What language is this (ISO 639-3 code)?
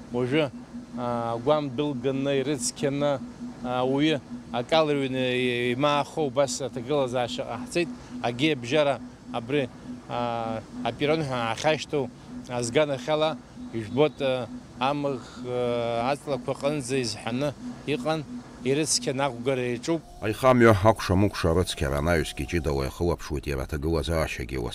abk